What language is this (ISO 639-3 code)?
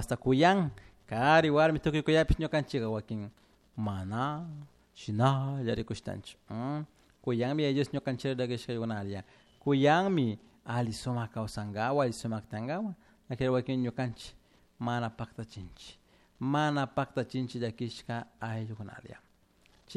qug